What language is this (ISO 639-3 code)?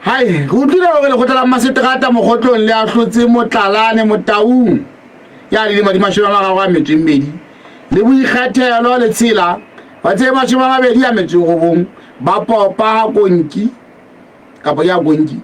sot